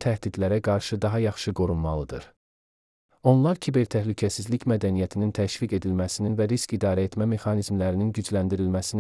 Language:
Azerbaijani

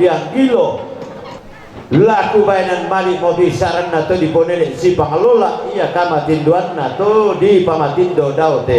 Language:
Toraja-Sa'dan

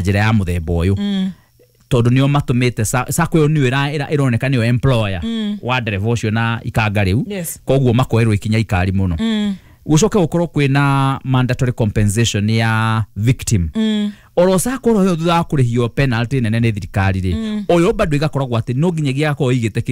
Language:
Kikuyu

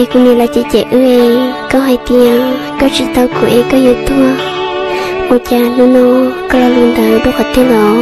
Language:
Hmong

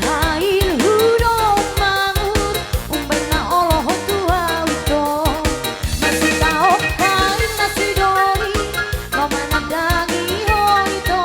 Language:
Batak Toba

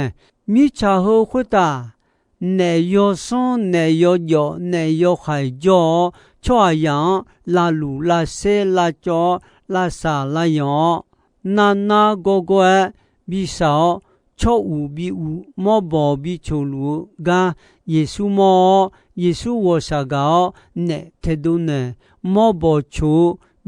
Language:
Akha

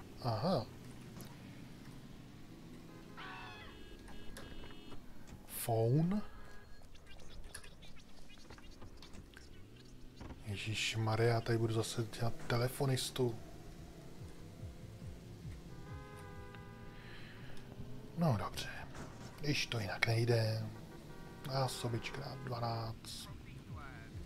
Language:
Czech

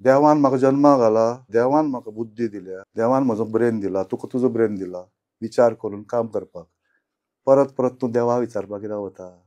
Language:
Konkani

